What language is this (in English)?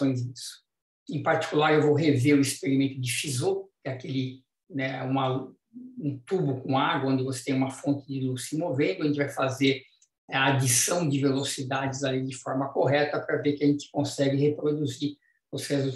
Portuguese